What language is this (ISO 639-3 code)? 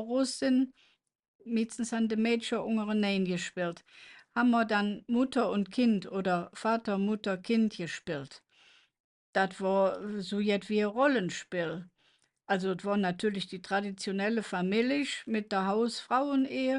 ksh